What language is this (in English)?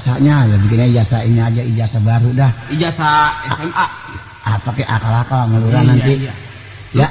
Betawi